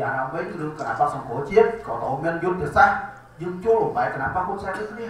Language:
Khmer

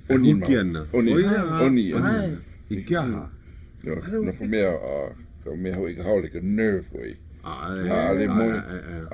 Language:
Hawaiian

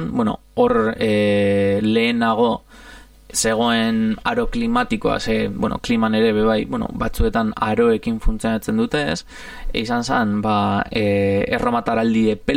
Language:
Basque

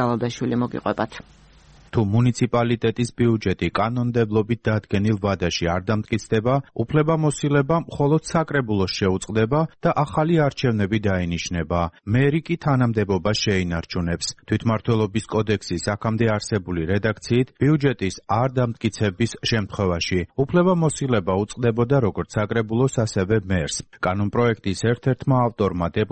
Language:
Georgian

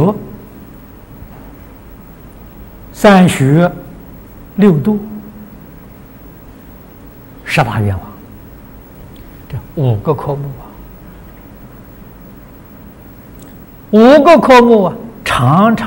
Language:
Chinese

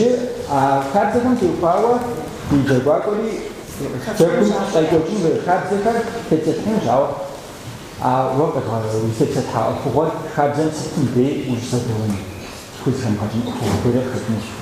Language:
Kabardian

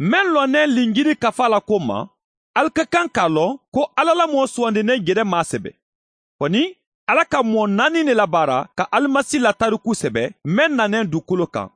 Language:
Mandingo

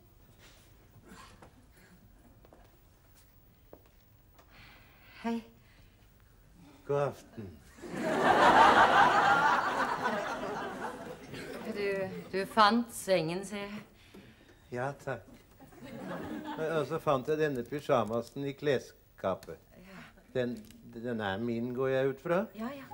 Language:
Norwegian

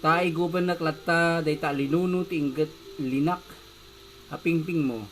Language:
Iloko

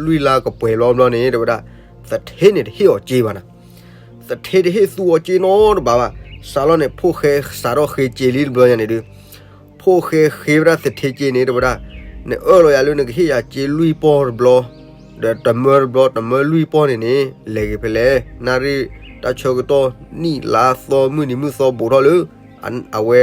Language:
S'gaw Karen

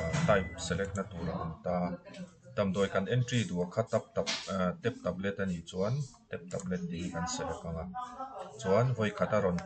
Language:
Mizo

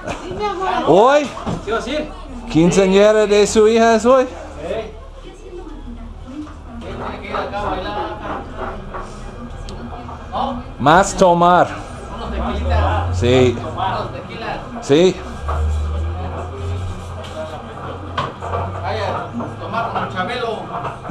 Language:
Spanish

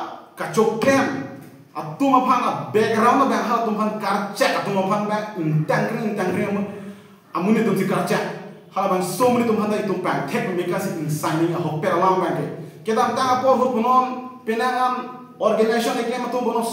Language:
Karbi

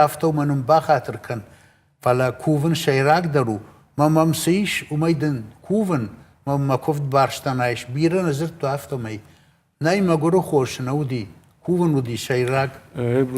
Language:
Ossetic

